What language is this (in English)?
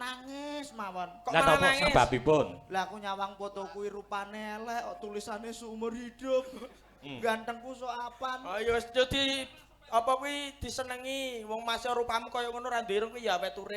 Javanese